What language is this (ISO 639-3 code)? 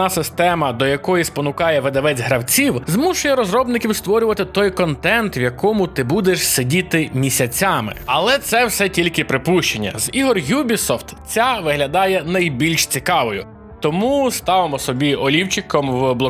ukr